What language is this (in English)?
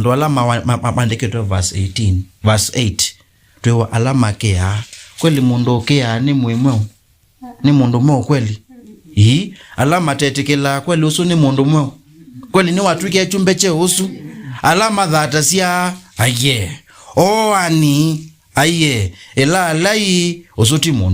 Kamba